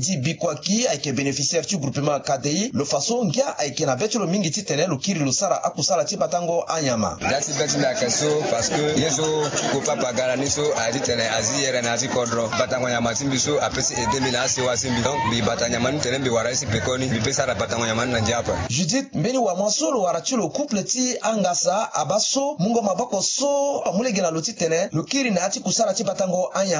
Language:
Sango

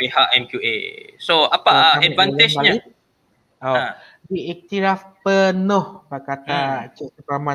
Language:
Malay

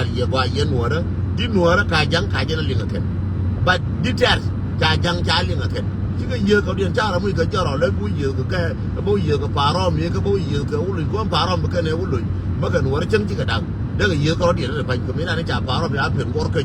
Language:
Nuer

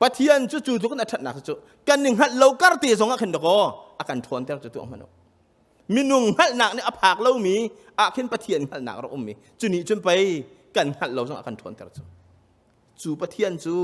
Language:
Hakha Chin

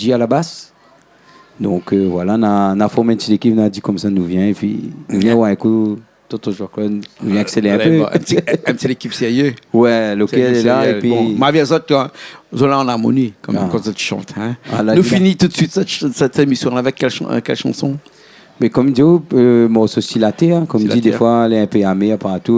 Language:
Réunion Creole French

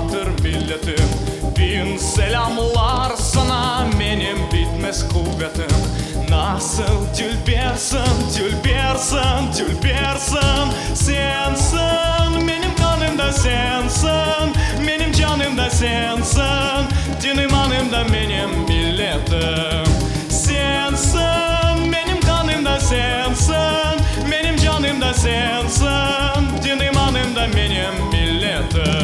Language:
Crimean Tatar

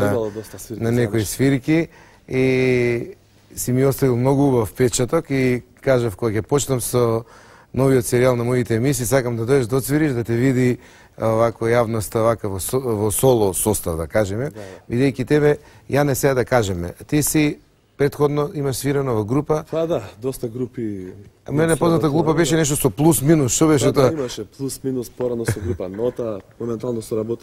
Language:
Macedonian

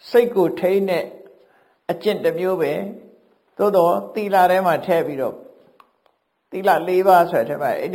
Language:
Burmese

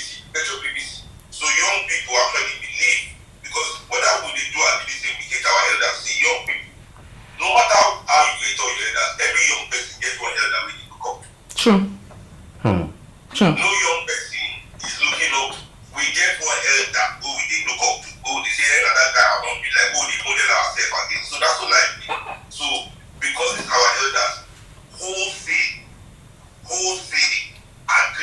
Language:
Nigerian Pidgin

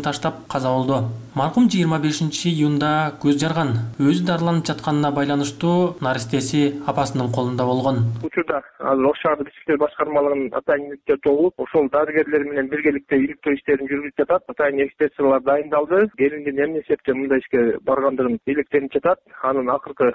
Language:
Kyrgyz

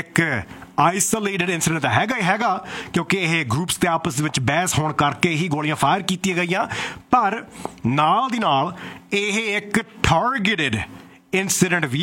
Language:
Punjabi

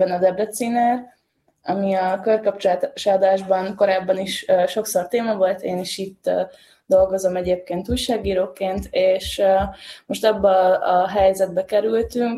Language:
Hungarian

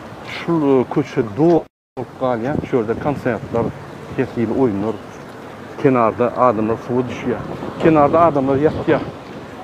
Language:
Turkmen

